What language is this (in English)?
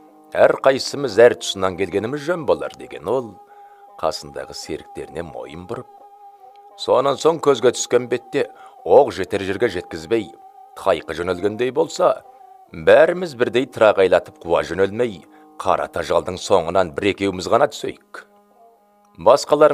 Kazakh